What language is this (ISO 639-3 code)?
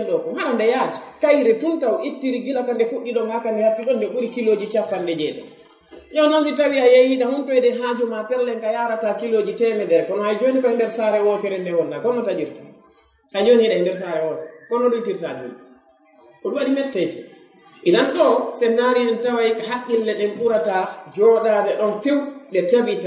ful